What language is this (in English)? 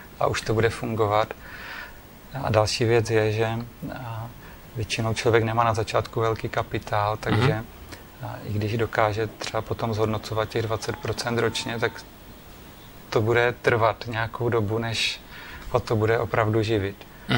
Czech